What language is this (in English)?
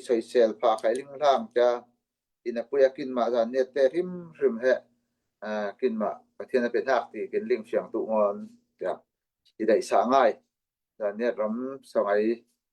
Falam Chin